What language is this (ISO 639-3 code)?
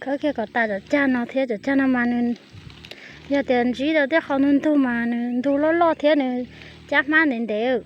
hmn